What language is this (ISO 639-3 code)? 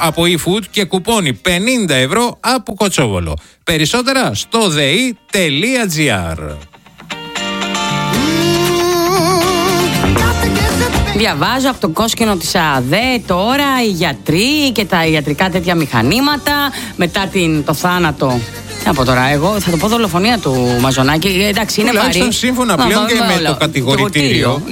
ell